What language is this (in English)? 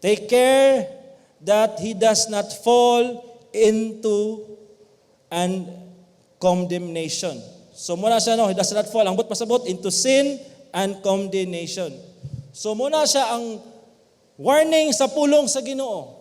Cebuano